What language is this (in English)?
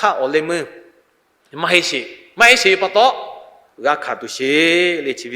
Lahu